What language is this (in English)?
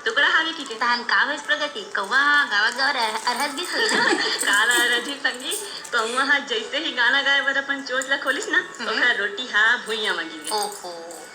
Chhattisgarhi